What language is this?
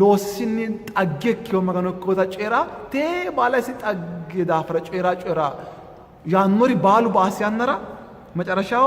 Sidamo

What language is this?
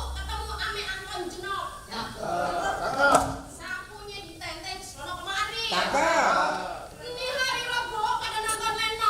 Betawi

